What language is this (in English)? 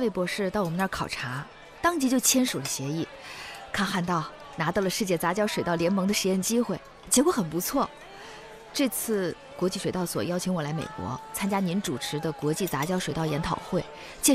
Chinese